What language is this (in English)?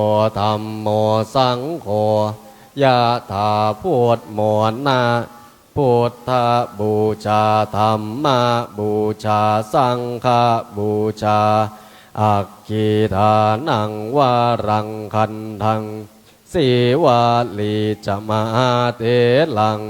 Pali